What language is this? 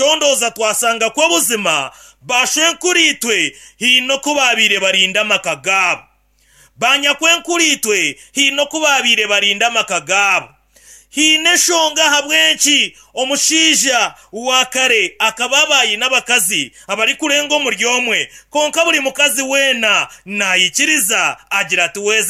Nyankole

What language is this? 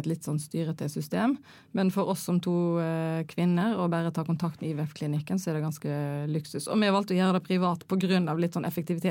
Norwegian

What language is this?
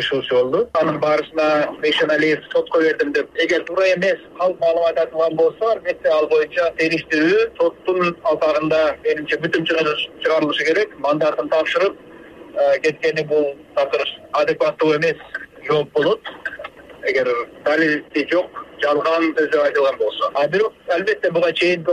Kyrgyz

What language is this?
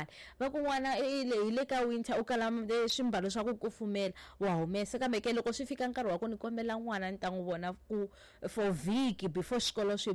Tsonga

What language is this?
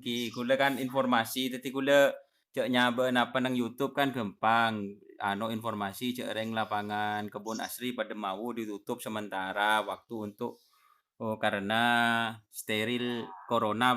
Madurese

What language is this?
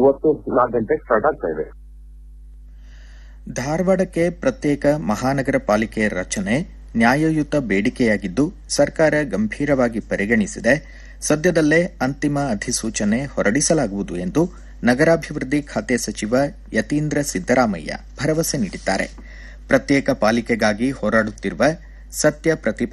Kannada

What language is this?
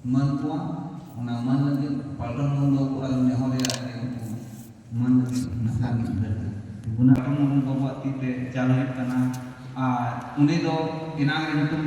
Santali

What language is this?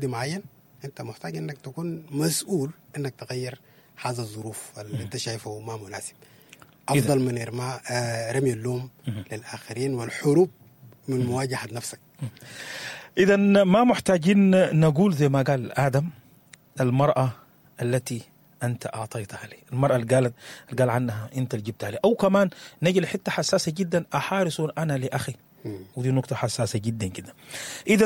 Sudanese Arabic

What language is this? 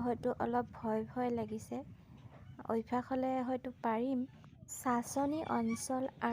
Assamese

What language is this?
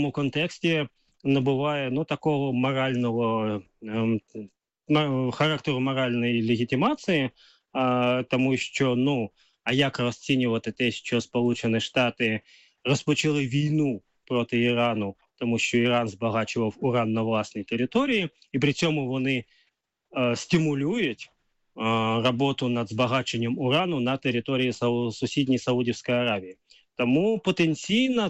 Ukrainian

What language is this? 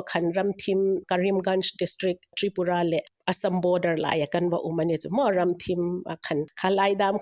Hmar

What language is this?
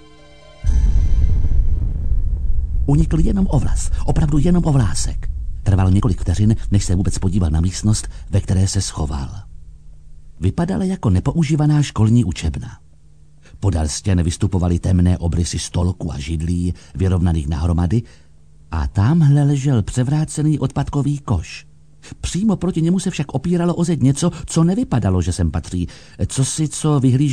Czech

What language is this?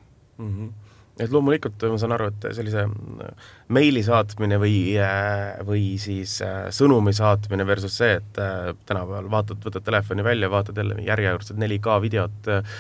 Estonian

